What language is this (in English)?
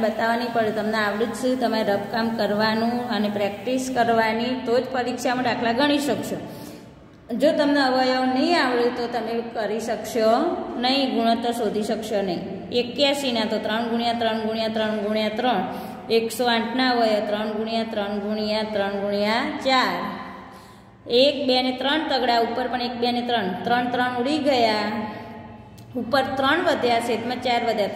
Gujarati